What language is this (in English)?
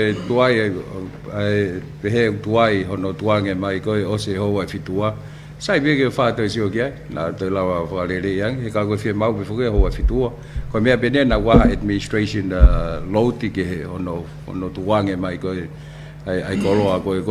Tongan